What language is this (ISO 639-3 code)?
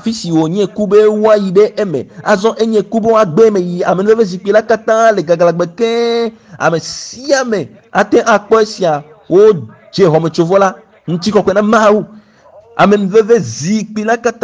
ewe